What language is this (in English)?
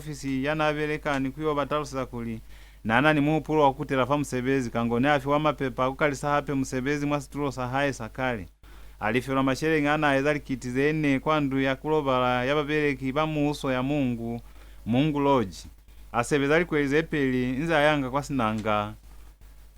Lozi